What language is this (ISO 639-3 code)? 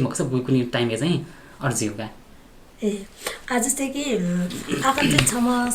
new